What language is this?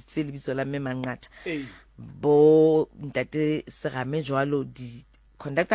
Southern Sotho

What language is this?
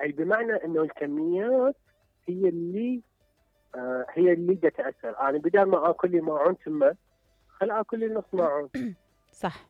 Mesopotamian Arabic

